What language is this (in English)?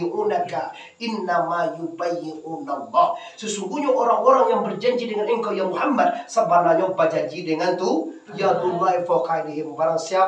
Minangkabau